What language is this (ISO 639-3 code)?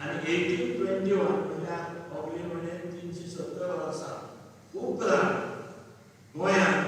kok